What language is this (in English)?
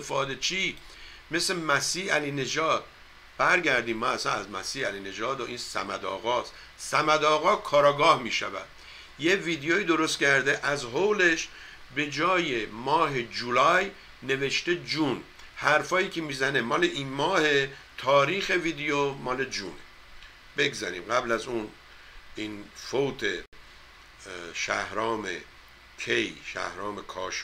Persian